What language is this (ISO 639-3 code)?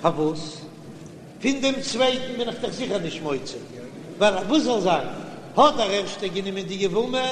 yid